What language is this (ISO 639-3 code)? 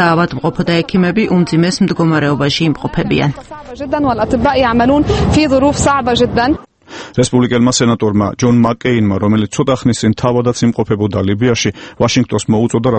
kat